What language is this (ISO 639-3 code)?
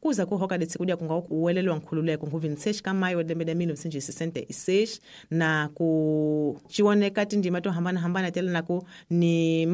tso